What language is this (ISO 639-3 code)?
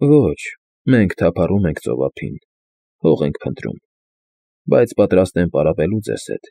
hye